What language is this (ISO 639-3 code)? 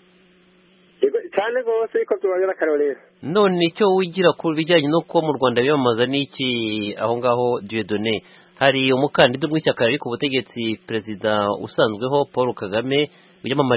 kin